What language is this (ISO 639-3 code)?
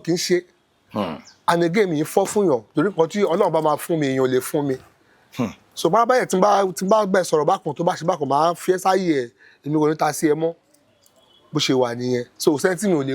yor